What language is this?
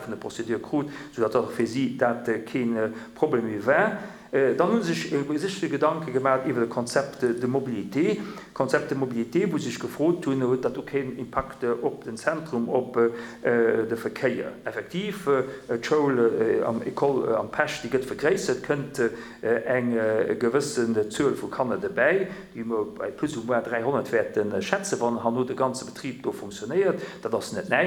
Luxembourgish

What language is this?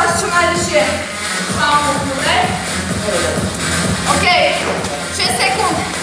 Slovak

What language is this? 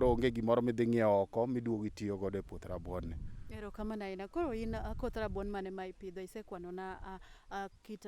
Luo (Kenya and Tanzania)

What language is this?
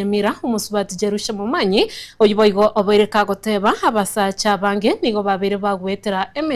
Gusii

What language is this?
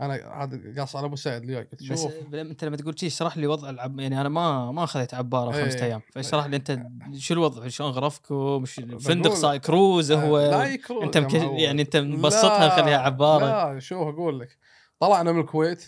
Gulf Arabic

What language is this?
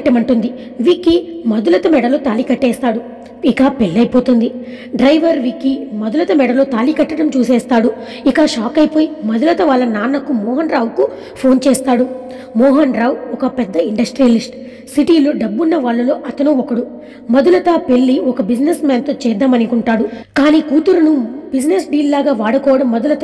Telugu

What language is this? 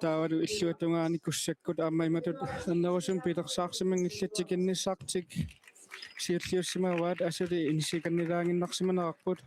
Kalaallisut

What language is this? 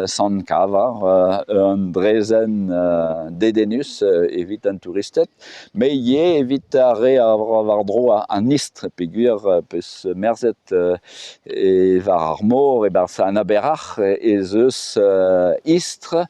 Breton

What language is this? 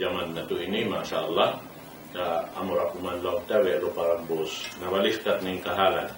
Tausug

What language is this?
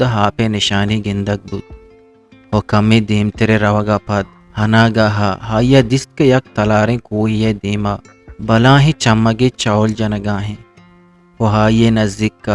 Eastern Balochi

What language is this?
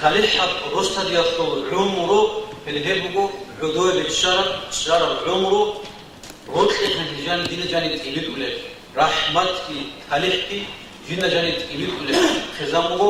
Avaric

